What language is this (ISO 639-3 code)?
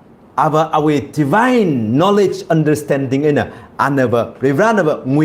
nmf